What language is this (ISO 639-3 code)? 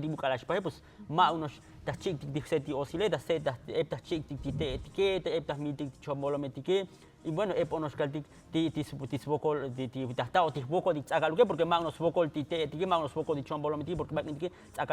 tzo